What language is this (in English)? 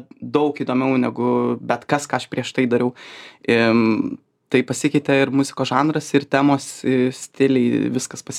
Lithuanian